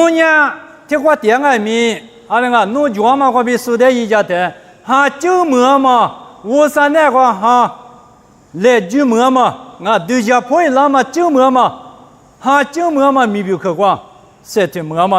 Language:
Lisu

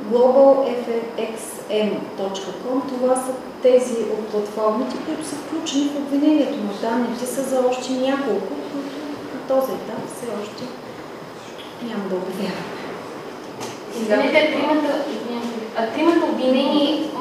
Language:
Bulgarian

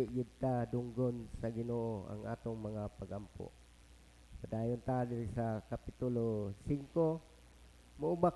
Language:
Cebuano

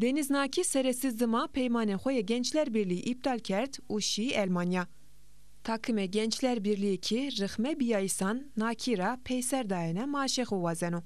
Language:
Zaza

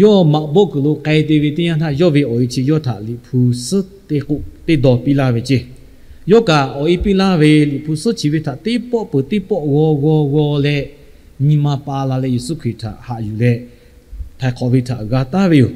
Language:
Lahu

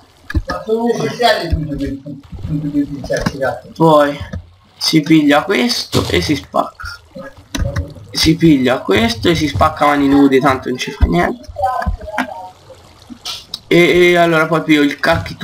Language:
Italian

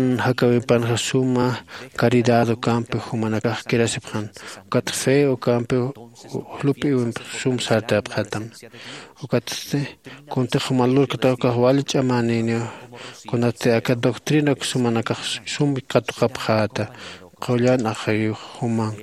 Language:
Aymara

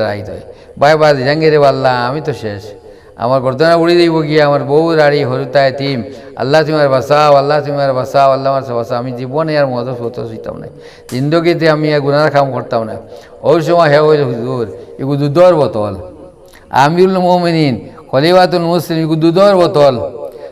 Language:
Sylheti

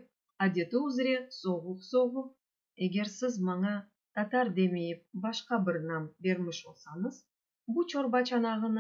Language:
Crimean Tatar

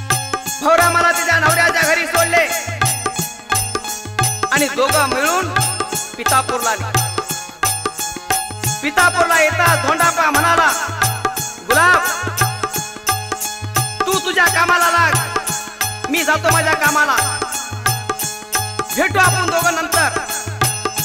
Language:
Marathi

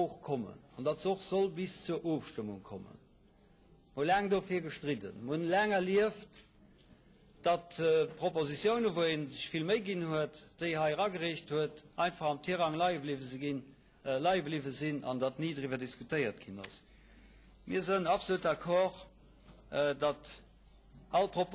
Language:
Luxembourgish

